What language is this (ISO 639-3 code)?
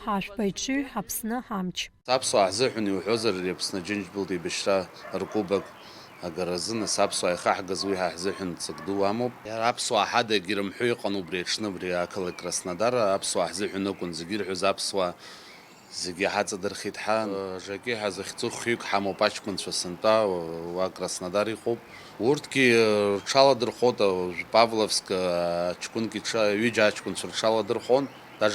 abk